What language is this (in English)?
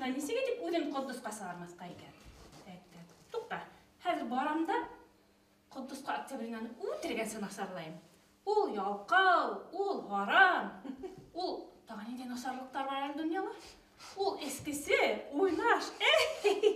Bashkir